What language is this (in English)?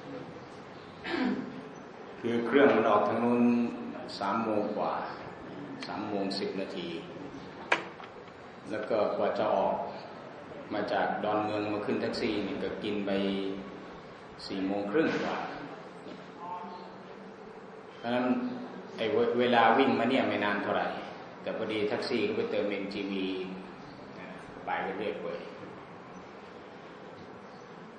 Thai